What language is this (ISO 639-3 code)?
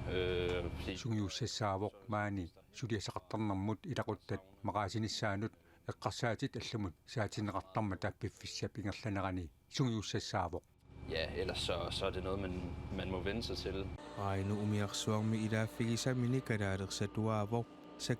kal